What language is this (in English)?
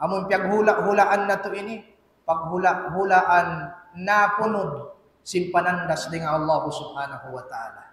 Tausug